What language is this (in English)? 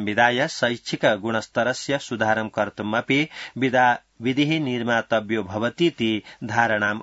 Sanskrit